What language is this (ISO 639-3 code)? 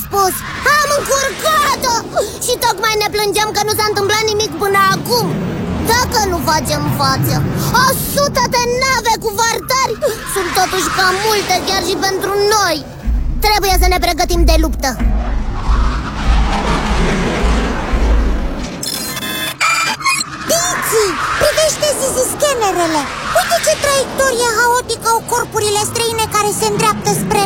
ron